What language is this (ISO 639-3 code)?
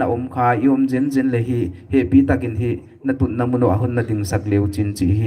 pck